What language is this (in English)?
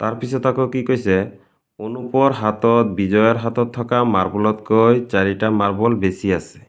Assamese